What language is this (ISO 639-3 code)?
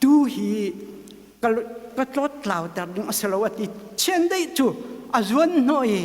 cnh